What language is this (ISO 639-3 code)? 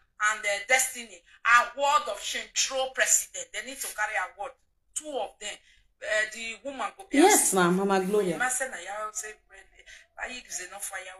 pcm